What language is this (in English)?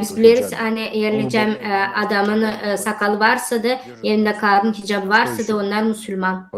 Gagauz